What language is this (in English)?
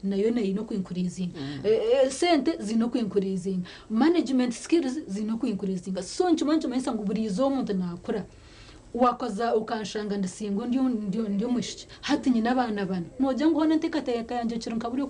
Nyankole